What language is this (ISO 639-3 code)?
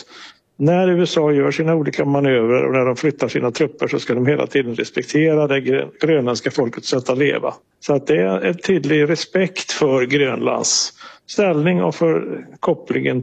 swe